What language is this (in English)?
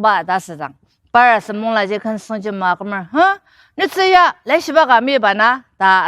Ao Naga